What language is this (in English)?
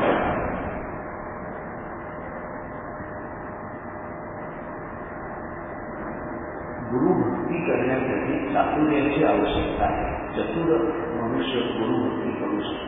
Marathi